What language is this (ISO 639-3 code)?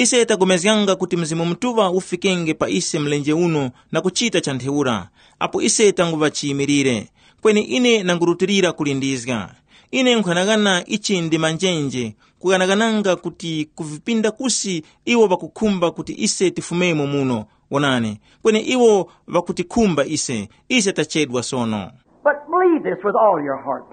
tum